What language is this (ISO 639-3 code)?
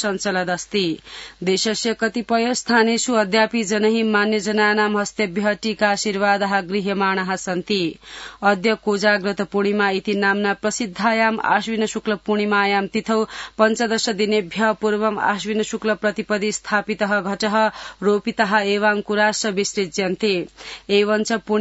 san